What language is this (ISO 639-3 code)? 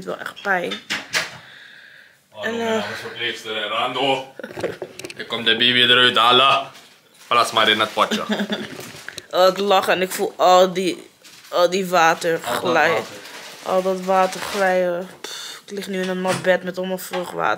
nld